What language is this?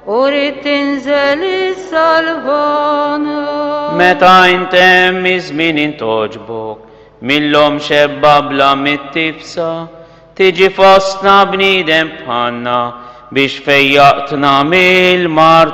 Maltese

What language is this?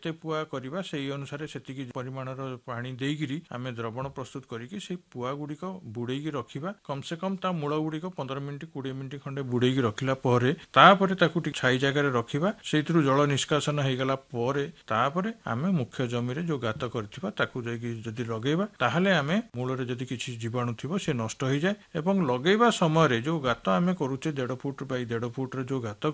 Odia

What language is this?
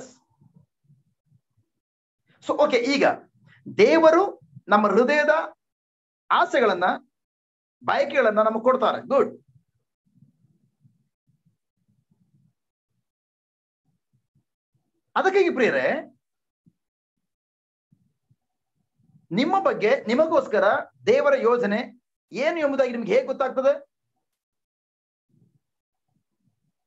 Kannada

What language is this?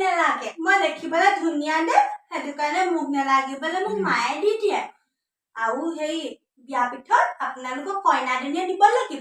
Assamese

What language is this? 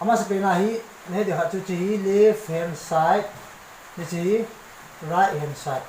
Thado Chin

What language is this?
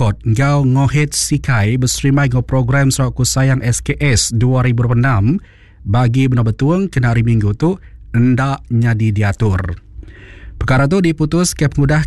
Iban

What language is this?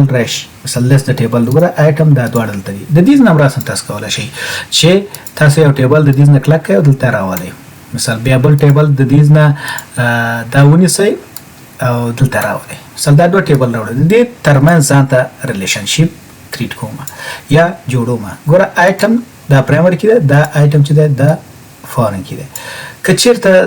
Pashto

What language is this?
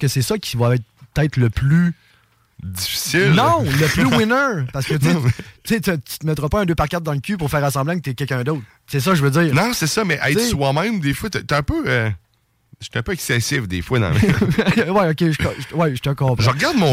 French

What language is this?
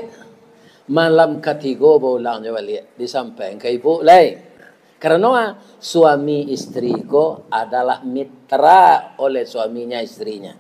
Minangkabau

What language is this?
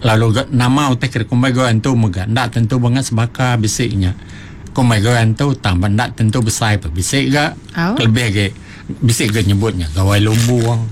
Iban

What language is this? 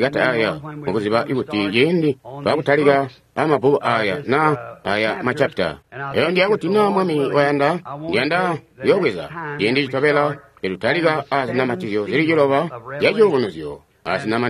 Tonga (Zambia)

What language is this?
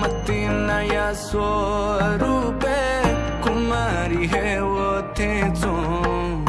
Newari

